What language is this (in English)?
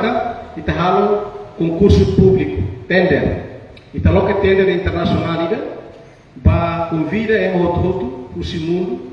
Tetum